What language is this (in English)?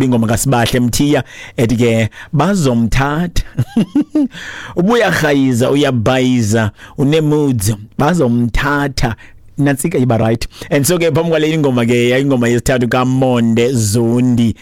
Xhosa